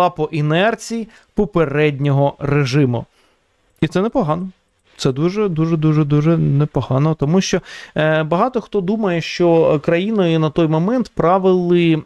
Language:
Ukrainian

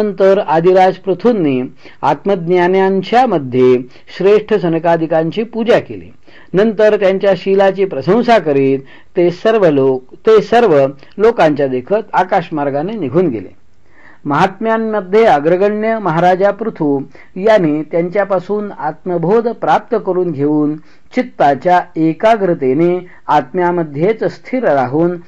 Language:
Marathi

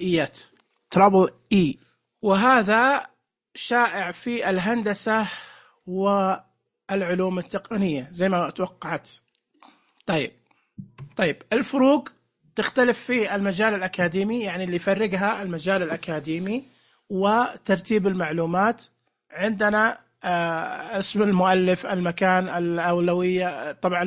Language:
Najdi Arabic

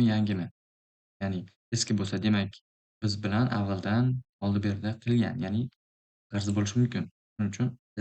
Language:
Uzbek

